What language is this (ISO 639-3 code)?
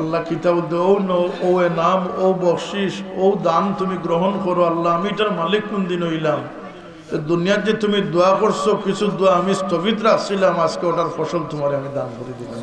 syl